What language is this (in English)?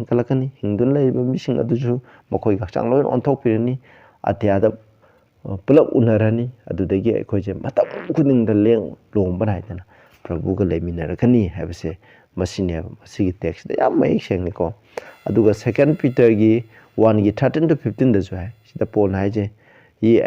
Manipuri